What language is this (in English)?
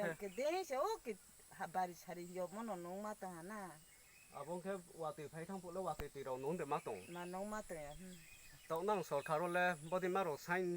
Riang (India)